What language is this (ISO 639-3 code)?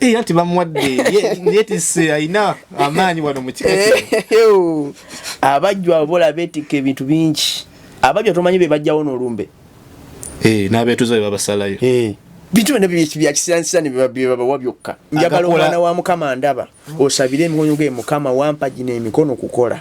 lug